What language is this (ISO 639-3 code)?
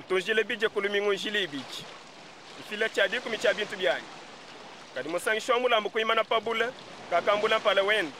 lua